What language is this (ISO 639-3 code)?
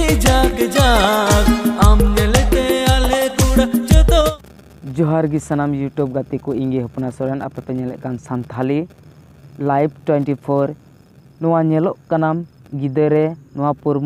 sat